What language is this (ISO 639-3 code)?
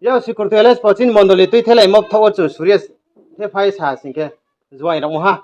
ria